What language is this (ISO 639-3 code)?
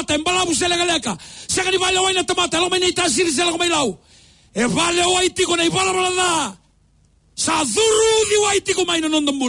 fij